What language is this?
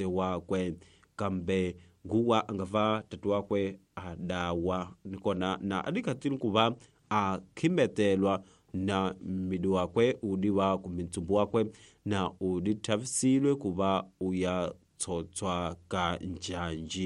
Tsonga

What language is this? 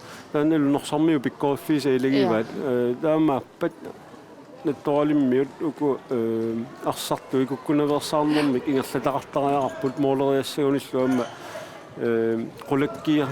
Kalaallisut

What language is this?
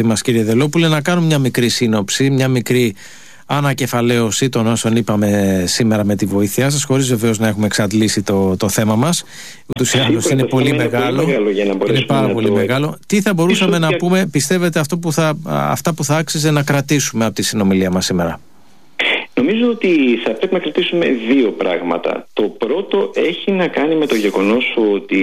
Greek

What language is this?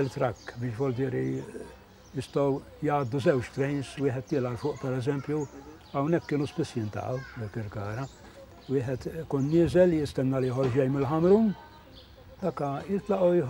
Maltese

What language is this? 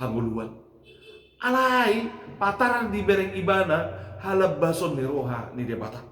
Batak Toba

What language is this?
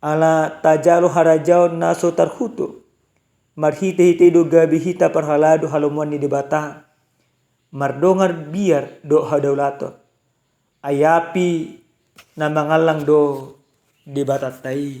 Batak Toba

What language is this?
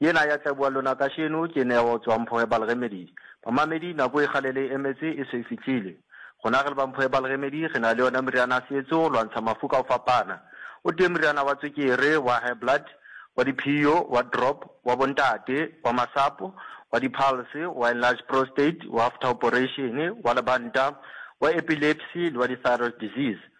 Northern Sotho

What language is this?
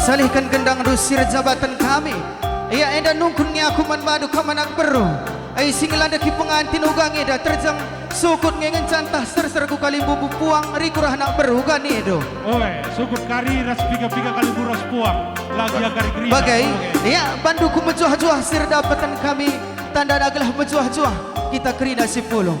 Batak Karo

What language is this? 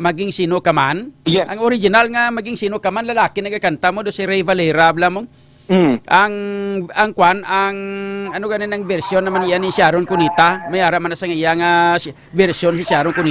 Hiligaynon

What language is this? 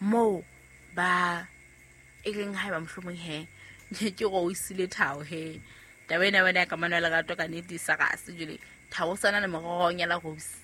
Southern Sotho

